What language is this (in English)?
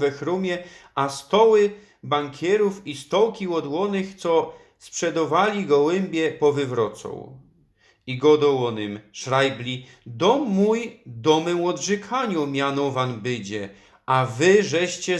Silesian